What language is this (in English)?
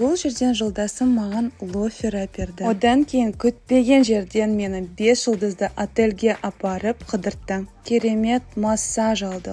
Kazakh